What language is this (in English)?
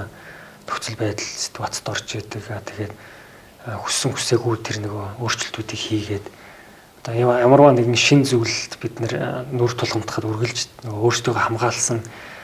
Mongolian